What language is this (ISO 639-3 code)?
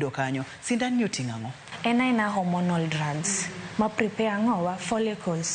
luo